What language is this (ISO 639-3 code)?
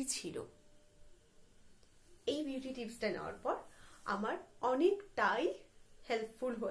ben